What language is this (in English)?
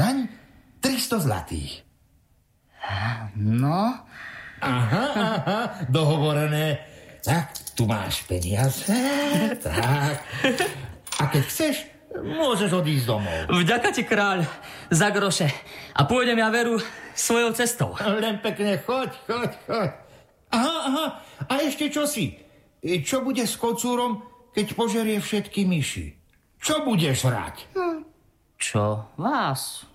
Slovak